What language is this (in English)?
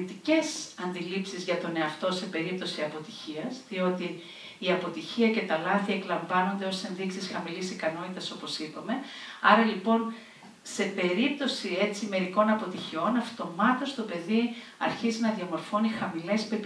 Greek